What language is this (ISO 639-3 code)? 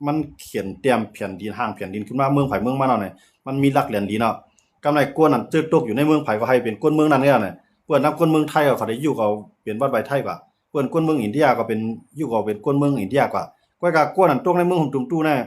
shn